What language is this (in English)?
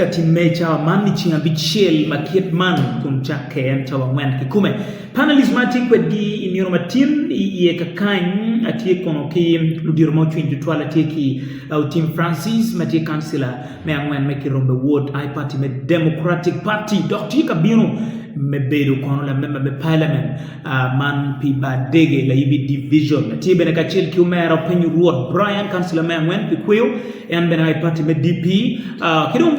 Acoli